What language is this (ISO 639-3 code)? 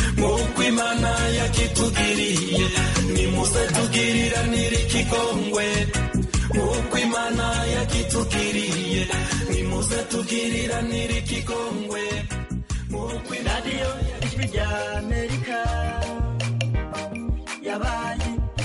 kin